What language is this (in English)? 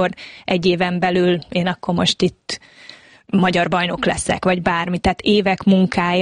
Hungarian